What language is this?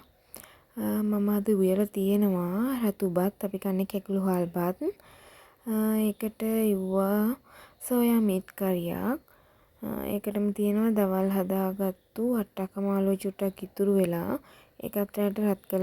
Sinhala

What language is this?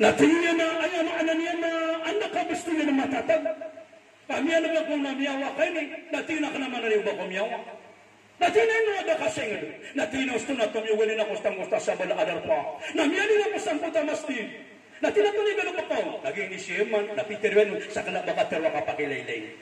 Maranao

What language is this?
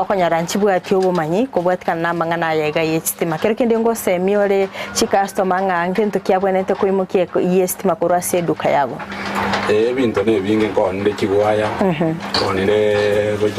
Gusii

